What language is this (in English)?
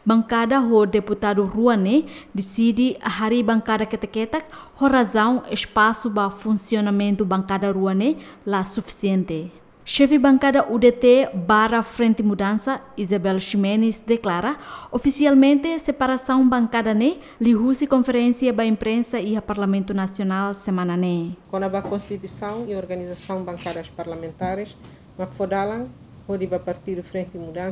Tetum